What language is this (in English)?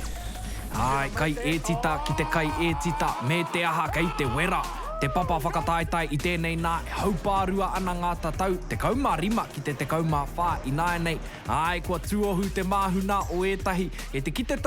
Māori